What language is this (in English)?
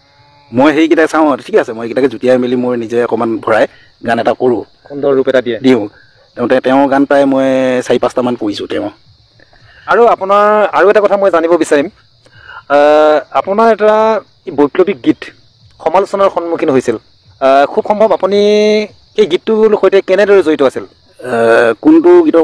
Assamese